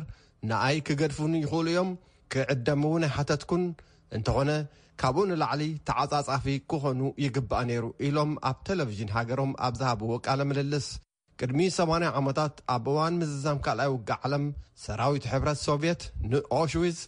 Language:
Tigrinya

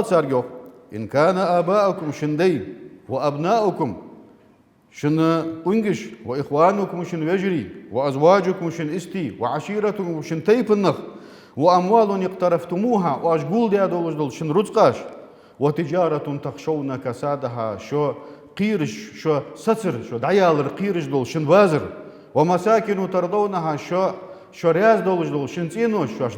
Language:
Ingush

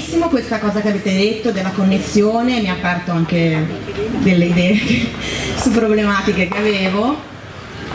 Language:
Italian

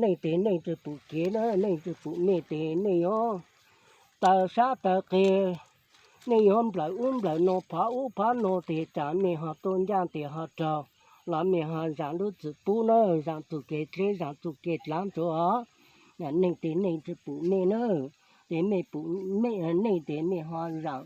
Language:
Hmong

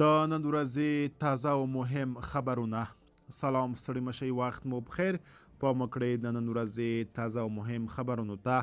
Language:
Pashto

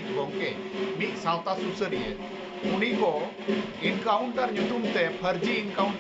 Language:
Santali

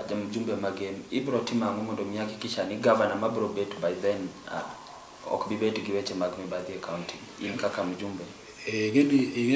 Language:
Luo (Kenya and Tanzania)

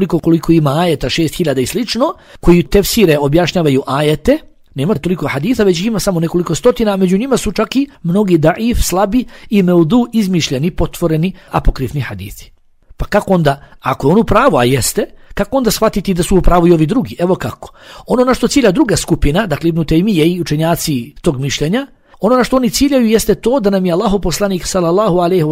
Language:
Bosnian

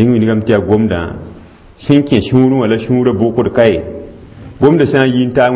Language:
Mossi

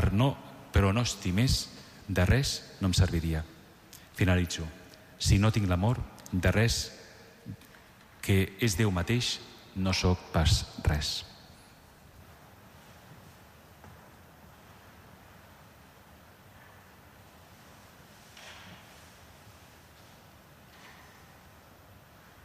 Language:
Catalan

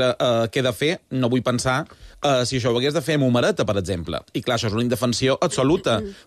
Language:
Catalan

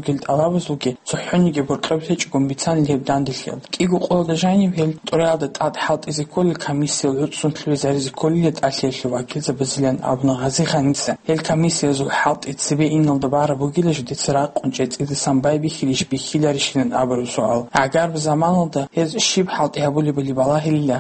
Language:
Avaric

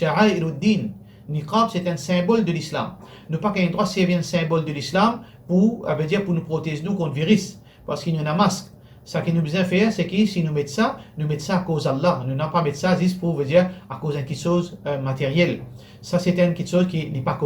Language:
Morisyen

